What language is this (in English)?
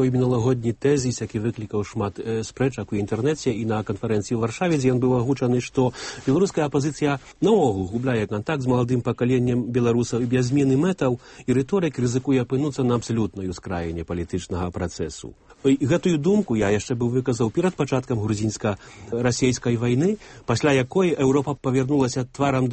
Belarusian